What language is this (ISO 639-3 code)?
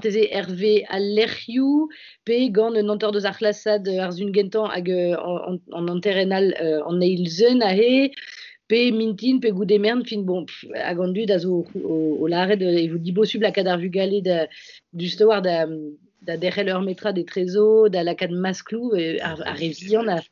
bre